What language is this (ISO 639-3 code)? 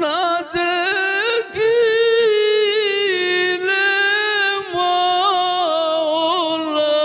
syl